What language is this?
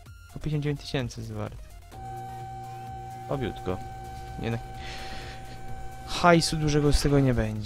Polish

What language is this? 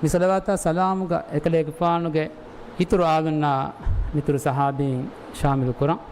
Divehi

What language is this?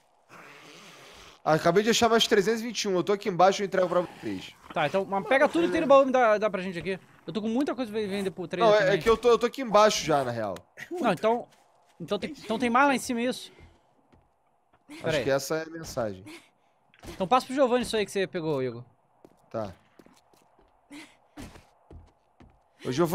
Portuguese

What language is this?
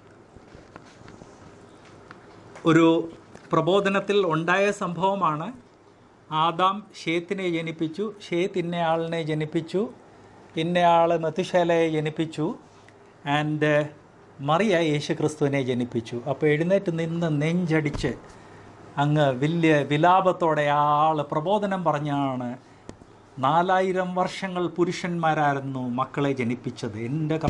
Malayalam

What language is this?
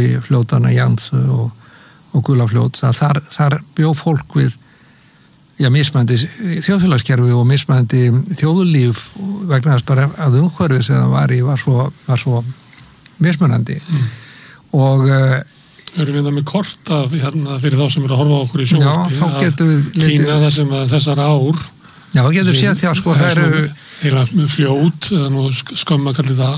Icelandic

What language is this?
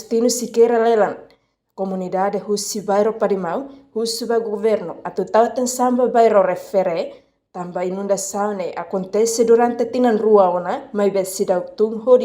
Tetum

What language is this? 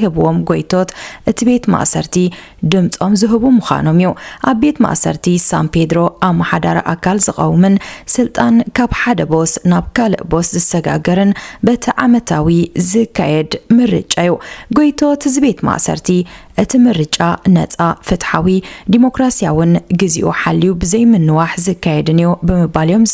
Tigrinya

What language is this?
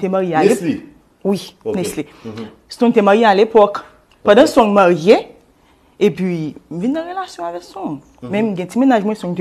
Haitian Creole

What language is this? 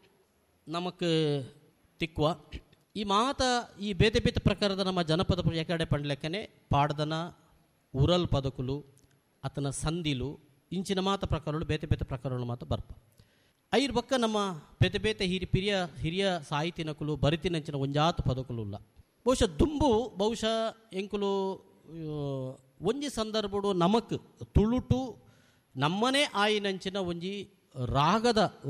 Tulu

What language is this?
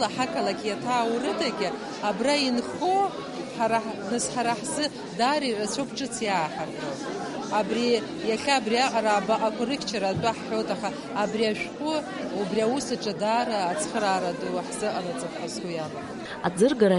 Abkhazian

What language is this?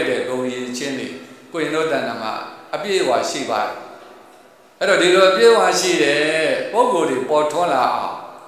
Burmese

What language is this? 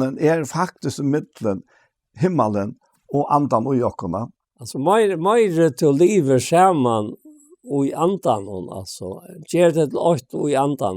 Faroese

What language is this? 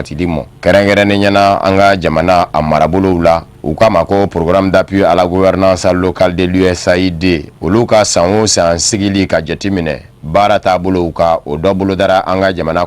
Bambara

